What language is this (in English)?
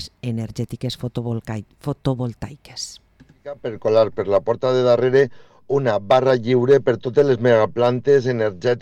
Catalan